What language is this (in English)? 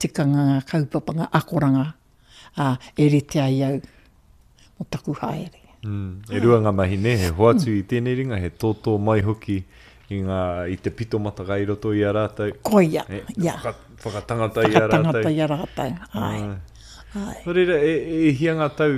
Māori